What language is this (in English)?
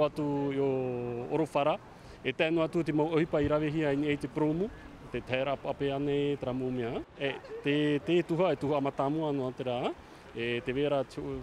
Tahitian